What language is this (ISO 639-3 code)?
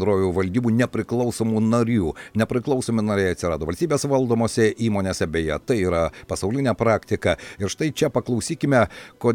lit